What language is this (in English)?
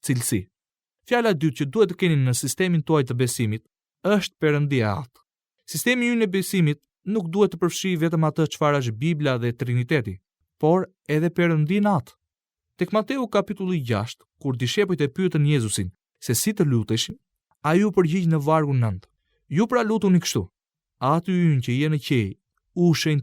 Albanian